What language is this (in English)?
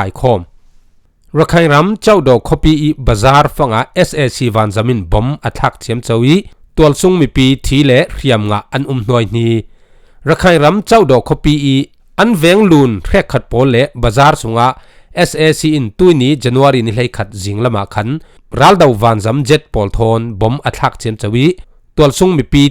Falam Chin